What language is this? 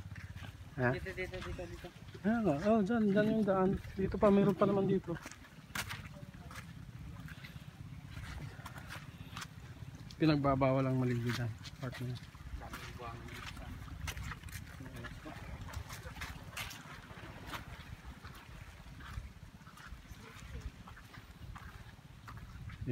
Filipino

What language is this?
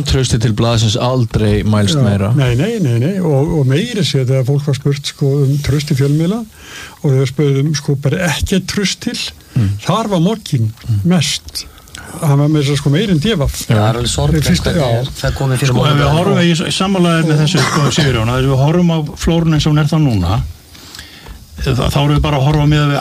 Icelandic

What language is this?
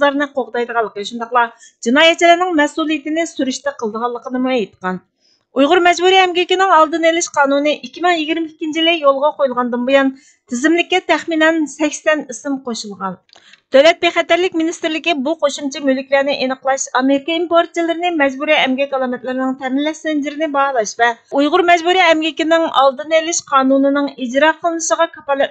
Uyghur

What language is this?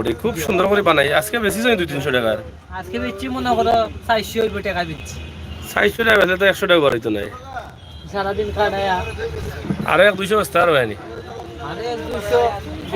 Sylheti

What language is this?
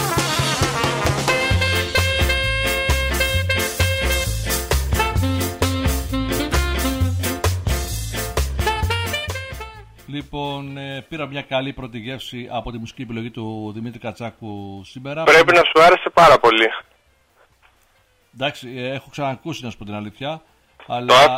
Greek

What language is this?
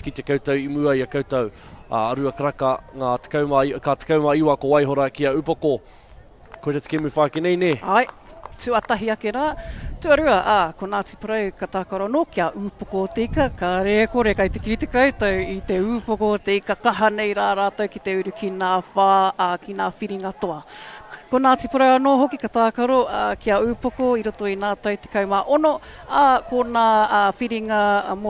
Māori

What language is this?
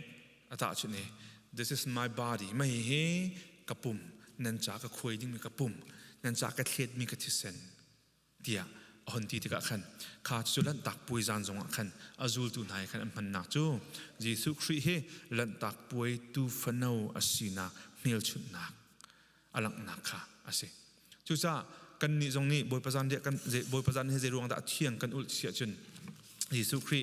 Hakha Chin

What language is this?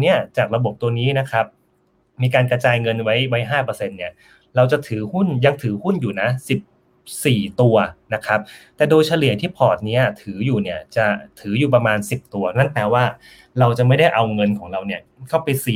Thai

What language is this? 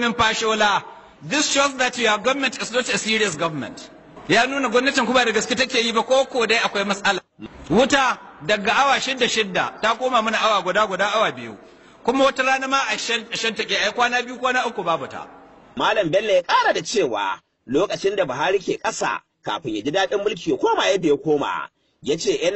Hausa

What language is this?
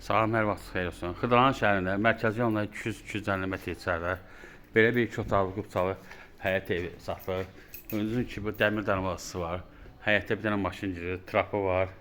Azerbaijani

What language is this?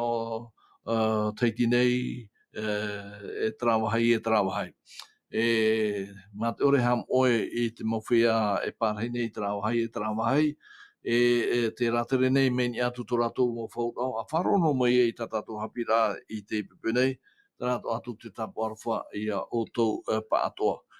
Tahitian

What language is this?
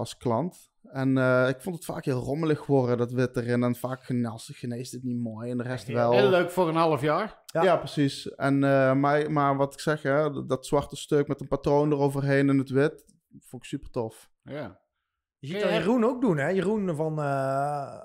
Dutch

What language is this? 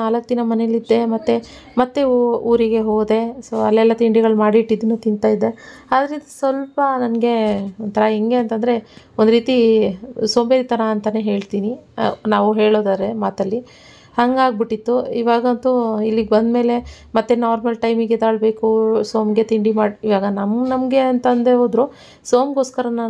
Kannada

